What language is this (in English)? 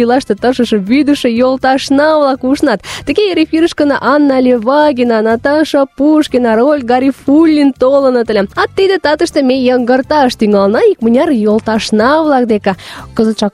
Mari